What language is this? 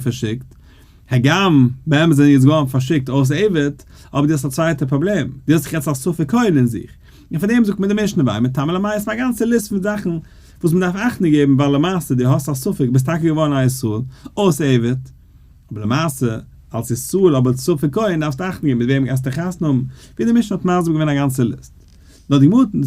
Yiddish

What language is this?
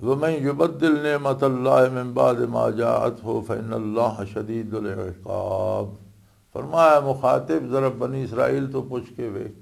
Western Panjabi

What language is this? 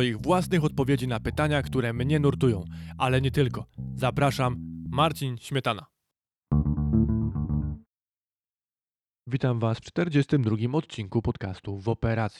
Polish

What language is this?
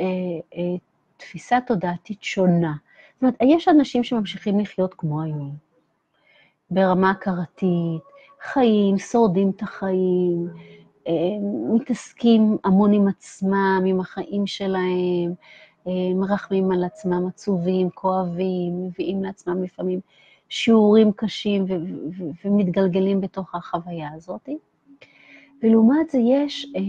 Hebrew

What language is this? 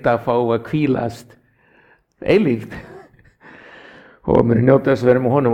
Icelandic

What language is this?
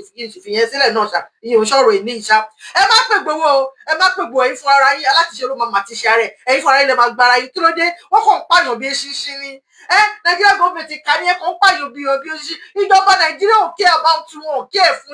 Yoruba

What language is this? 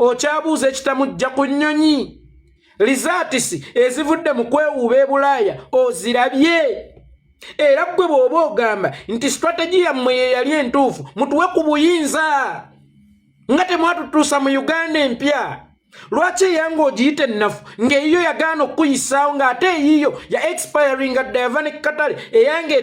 Ganda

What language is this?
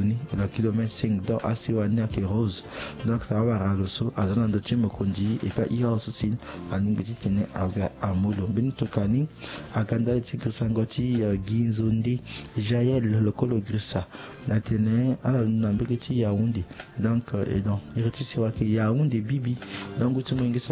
Sango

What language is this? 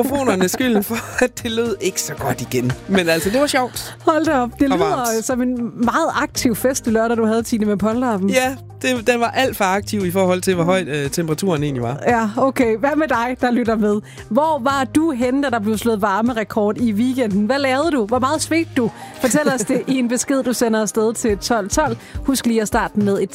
Danish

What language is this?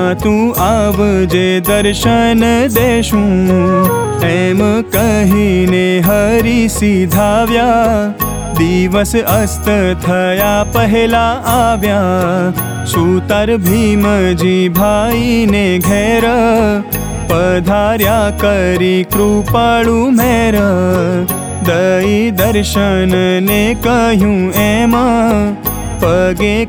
Gujarati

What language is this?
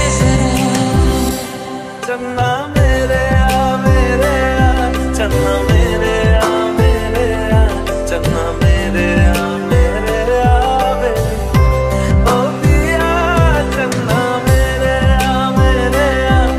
Hindi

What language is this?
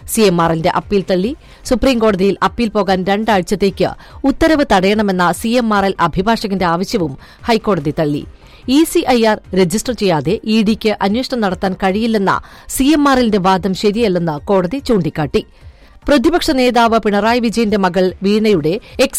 Malayalam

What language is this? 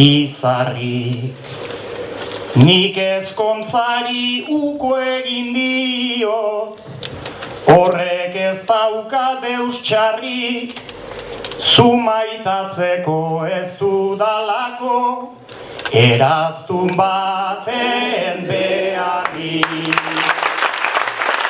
Basque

